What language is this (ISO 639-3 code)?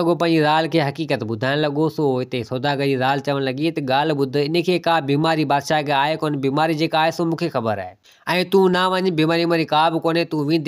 snd